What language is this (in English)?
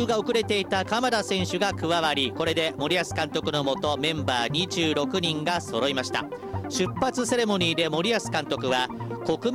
Japanese